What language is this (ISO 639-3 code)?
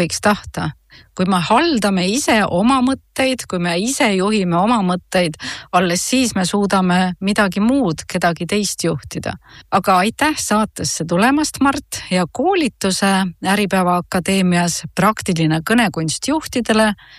est